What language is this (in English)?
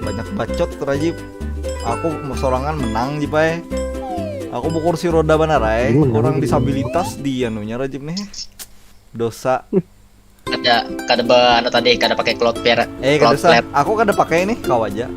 Banjar